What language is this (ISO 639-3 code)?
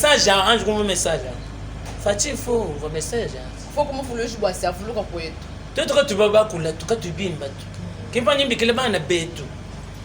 lua